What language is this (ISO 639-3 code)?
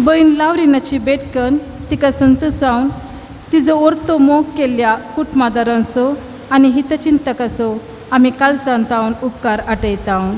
kok